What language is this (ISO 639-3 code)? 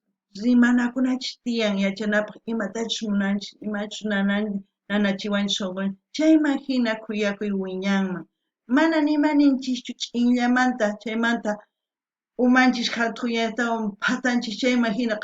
quh